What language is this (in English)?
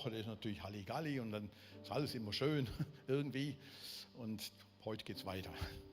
Swiss German